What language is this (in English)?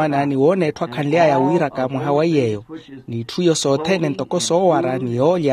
Makhuwa